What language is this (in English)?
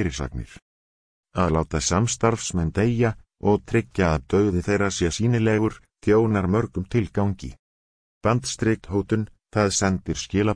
Icelandic